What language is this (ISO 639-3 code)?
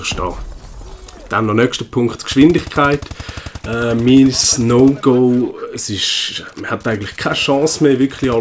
gsw